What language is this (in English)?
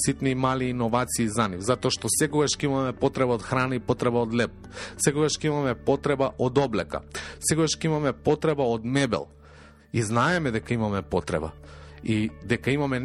Macedonian